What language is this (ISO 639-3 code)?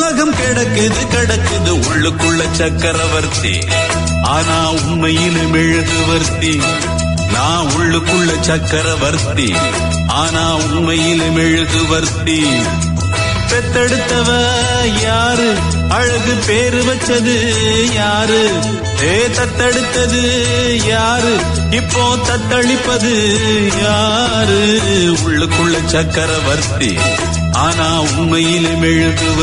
tam